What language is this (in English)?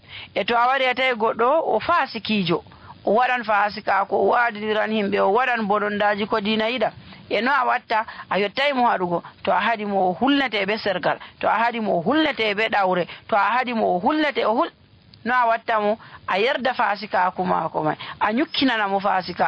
Nigerian Fulfulde